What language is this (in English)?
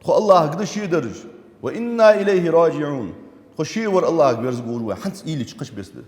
Ingush